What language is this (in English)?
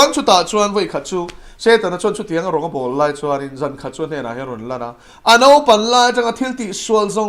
Mizo